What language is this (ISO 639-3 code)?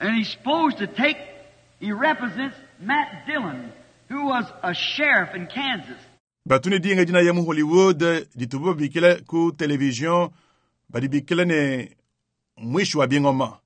lua